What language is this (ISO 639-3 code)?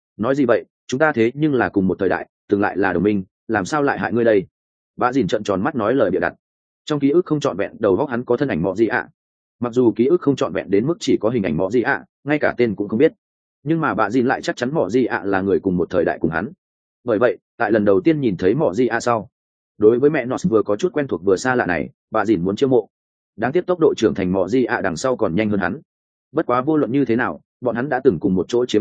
vie